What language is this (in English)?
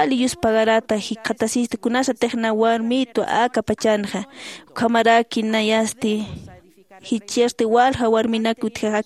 Aymara